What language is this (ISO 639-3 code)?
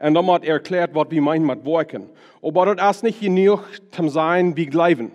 pdt